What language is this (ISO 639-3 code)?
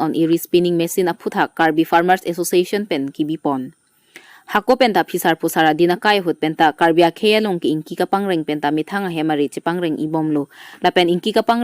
mjw